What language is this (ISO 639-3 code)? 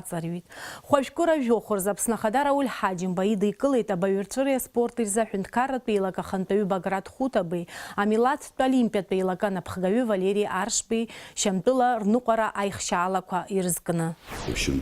abk